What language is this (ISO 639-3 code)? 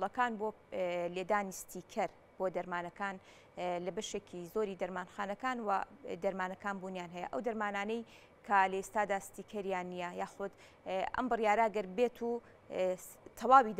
ckb